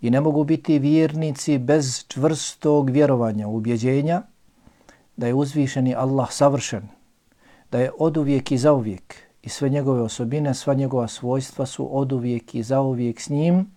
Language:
Bosnian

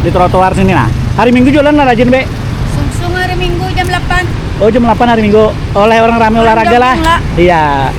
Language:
Banjar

